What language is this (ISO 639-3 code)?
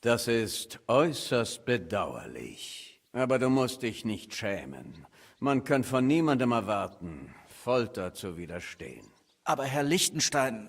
bar